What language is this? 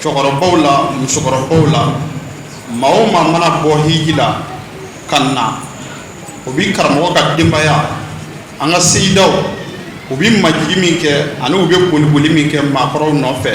Bambara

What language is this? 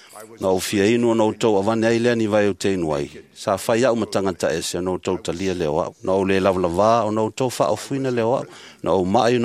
Samoan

